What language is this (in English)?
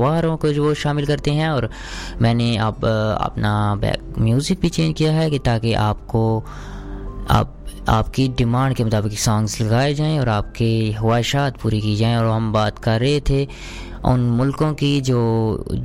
Urdu